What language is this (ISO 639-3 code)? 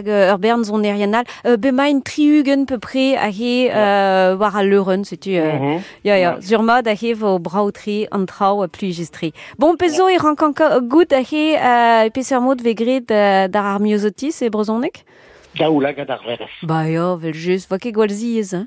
bre